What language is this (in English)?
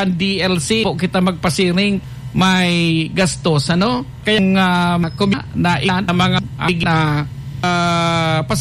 Bikol